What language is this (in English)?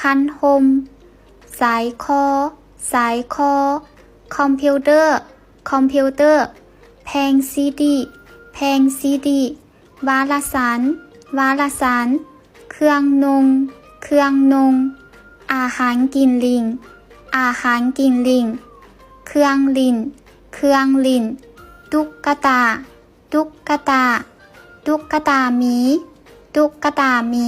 Lao